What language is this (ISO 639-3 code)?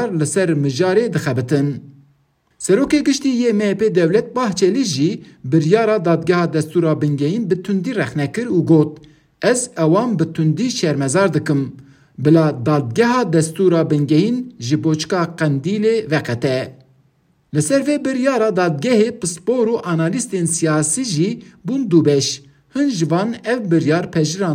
kur